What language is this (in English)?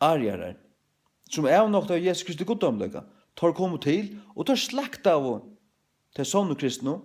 Faroese